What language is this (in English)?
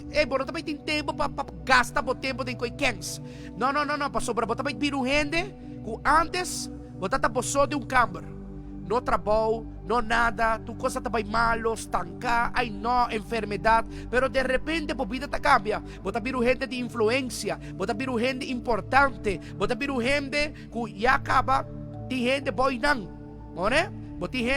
Papiamento